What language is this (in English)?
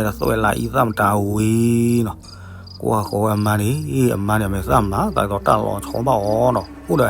S'gaw Karen